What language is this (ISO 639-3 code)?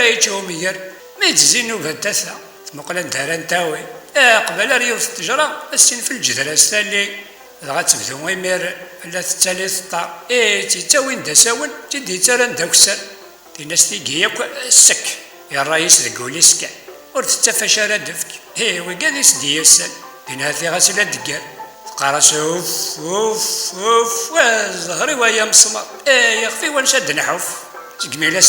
kab